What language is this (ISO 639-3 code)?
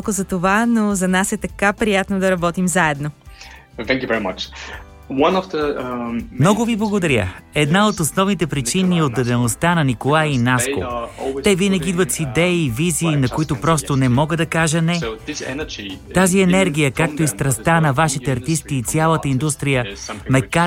bul